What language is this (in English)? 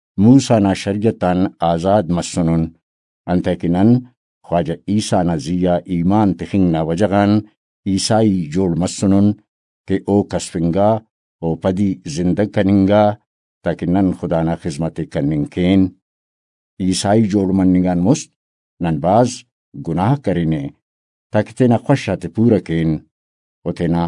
Brahui